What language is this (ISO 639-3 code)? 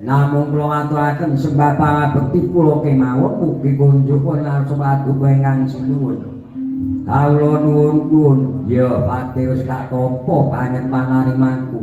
jav